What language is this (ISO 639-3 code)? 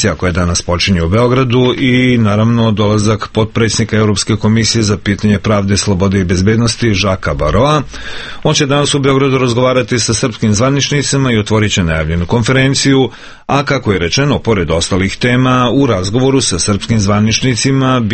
srp